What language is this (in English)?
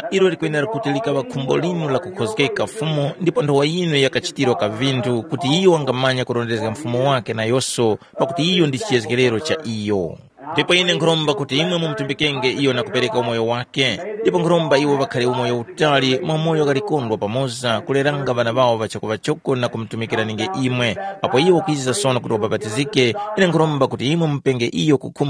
Tumbuka